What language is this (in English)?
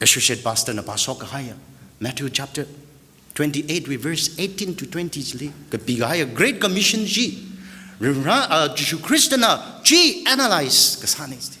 Tangkhul Naga (India)